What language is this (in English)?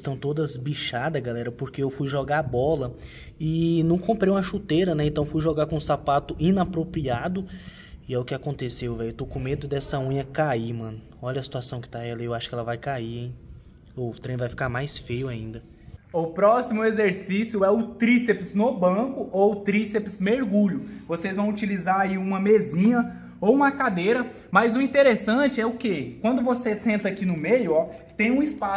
Portuguese